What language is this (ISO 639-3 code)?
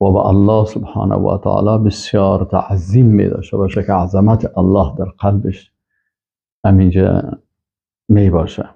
fas